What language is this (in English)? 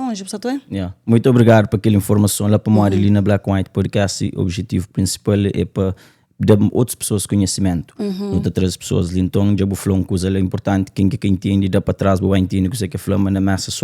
Kabuverdianu